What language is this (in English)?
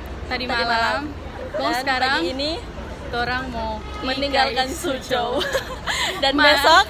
Manado Malay